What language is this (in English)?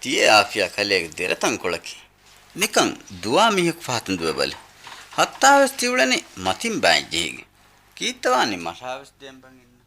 Divehi